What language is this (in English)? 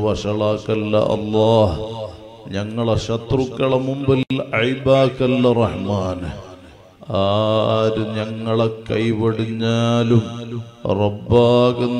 Malayalam